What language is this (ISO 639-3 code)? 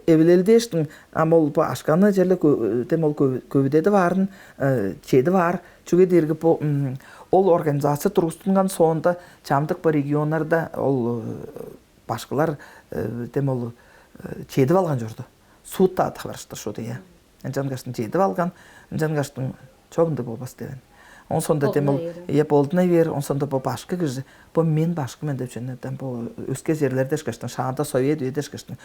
tyv